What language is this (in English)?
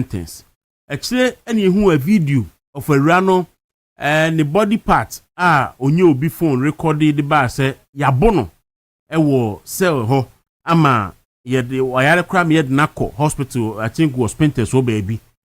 Akan